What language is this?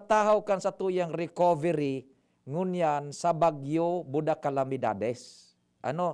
Bikol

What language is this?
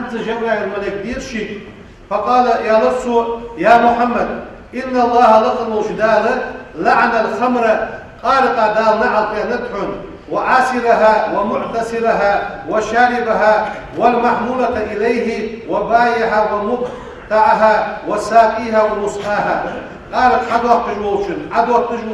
Ingush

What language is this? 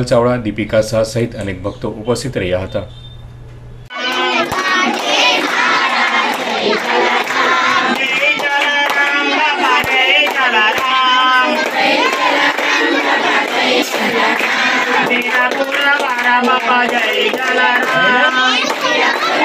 Gujarati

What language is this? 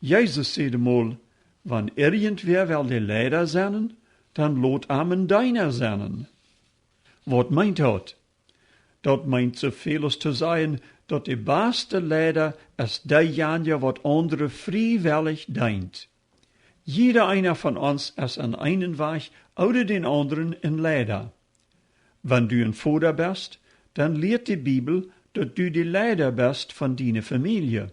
Plautdietsch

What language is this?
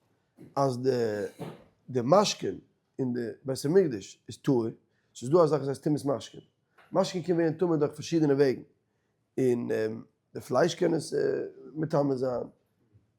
Yiddish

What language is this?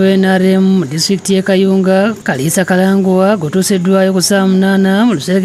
Ganda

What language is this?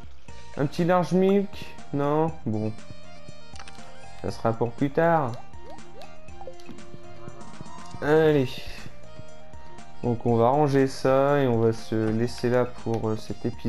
French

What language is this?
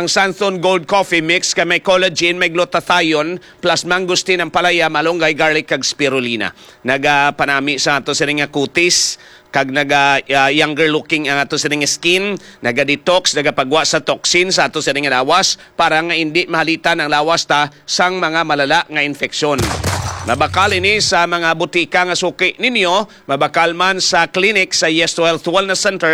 Hiligaynon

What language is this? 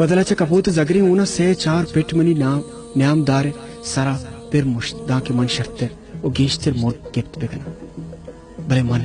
Baluchi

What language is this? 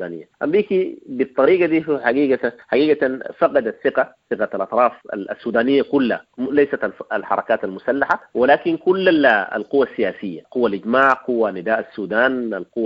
Sudanese Arabic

